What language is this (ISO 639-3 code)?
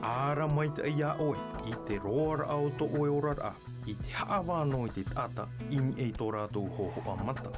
tah